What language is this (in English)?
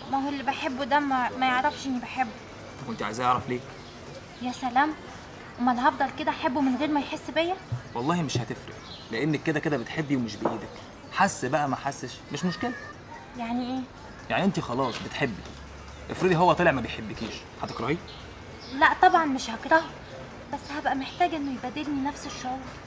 Egyptian Arabic